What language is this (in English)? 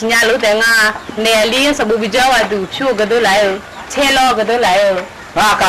Akha